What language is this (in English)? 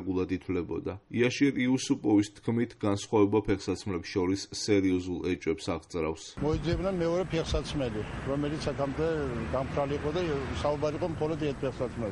Georgian